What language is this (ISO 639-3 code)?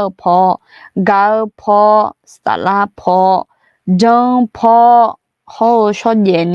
ahk